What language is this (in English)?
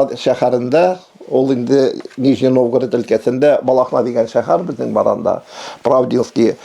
Tatar